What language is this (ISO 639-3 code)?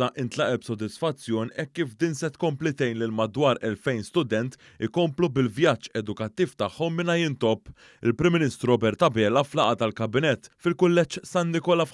mlt